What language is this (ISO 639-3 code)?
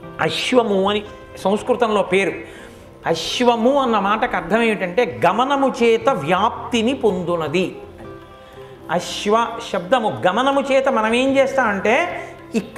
tel